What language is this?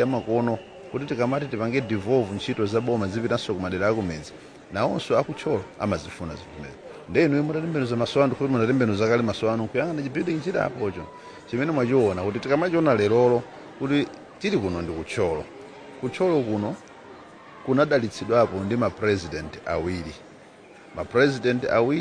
Nyanja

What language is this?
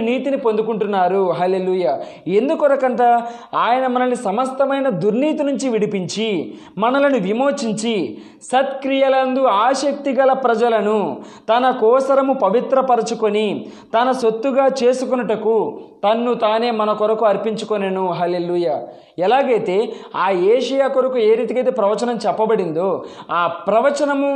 Telugu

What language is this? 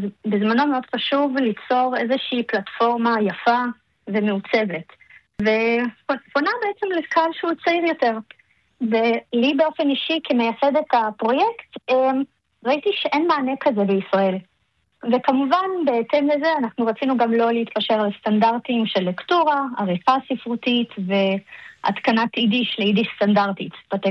Hebrew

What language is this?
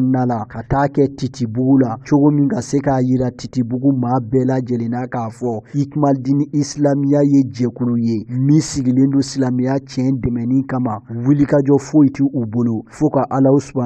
Bambara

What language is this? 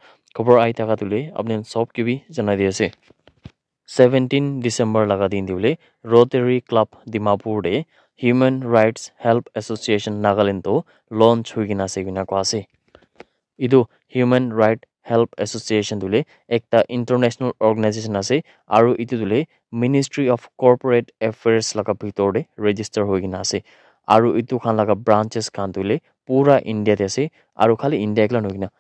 Naga Pidgin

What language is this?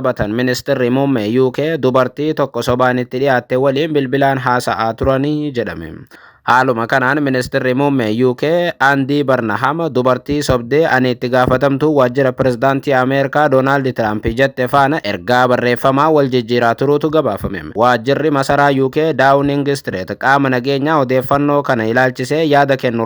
Oromo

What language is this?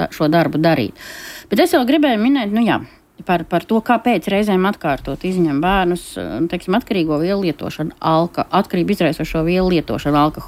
Latvian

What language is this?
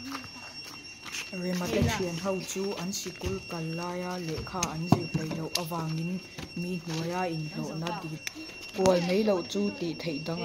Mizo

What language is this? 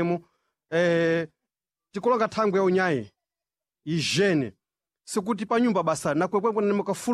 Sena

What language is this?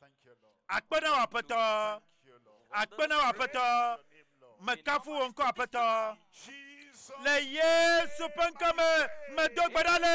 Ewe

